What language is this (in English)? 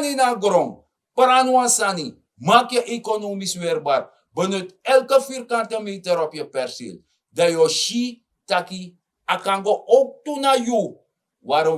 Sranan Tongo